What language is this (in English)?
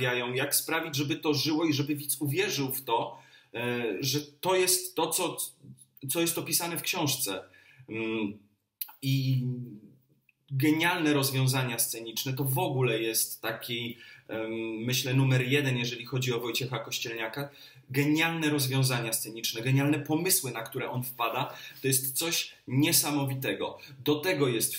Polish